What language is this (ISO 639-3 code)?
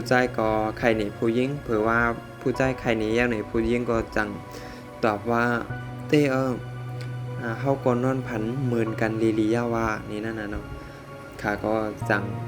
shn